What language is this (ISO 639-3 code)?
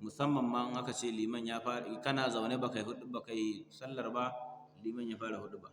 hau